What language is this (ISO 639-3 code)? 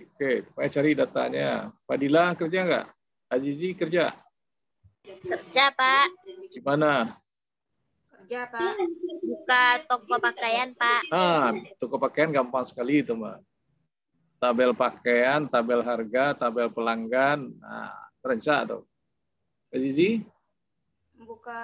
ind